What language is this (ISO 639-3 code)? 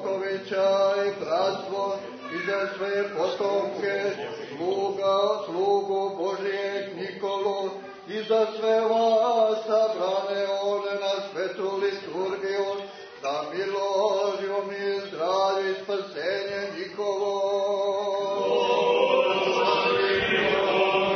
srp